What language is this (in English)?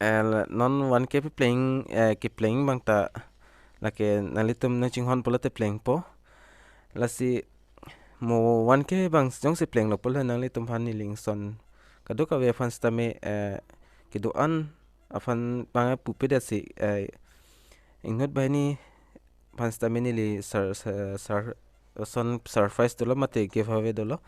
Karbi